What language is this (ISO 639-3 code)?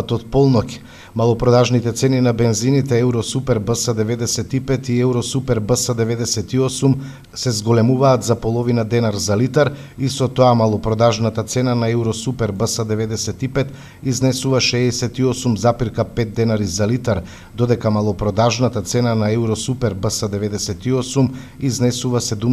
mkd